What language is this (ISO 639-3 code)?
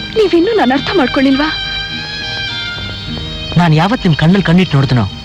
kan